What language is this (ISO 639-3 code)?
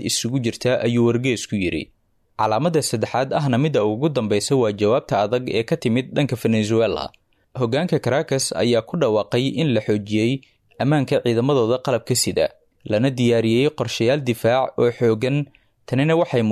som